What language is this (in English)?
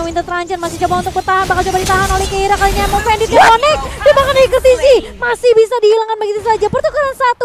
Indonesian